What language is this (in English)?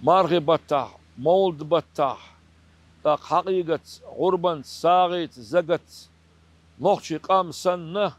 Chechen